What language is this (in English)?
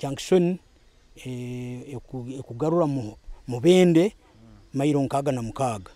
Nyoro